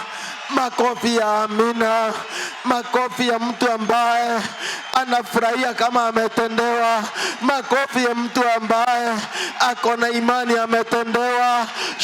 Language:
Swahili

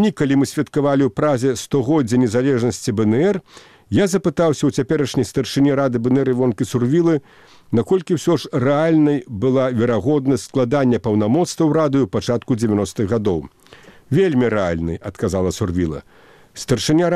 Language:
Belarusian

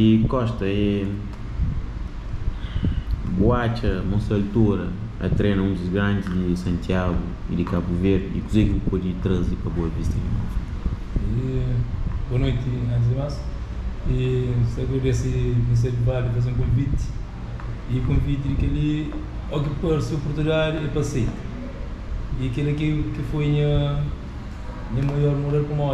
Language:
Portuguese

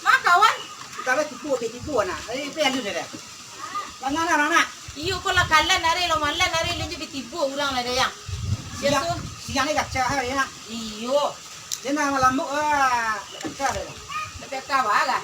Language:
Minangkabau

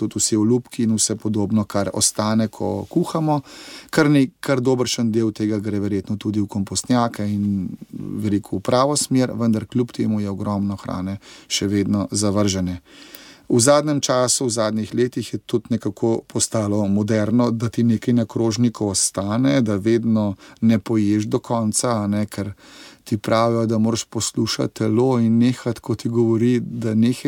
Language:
Slovenian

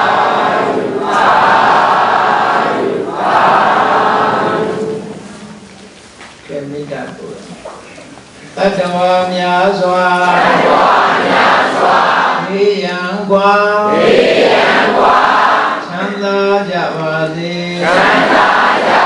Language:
Burmese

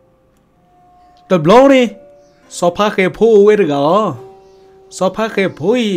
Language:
S'gaw Karen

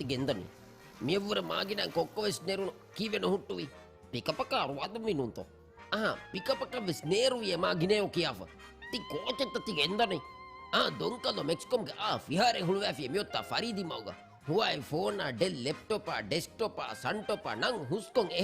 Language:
Divehi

